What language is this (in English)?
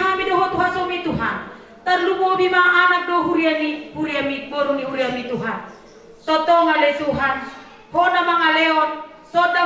Batak Toba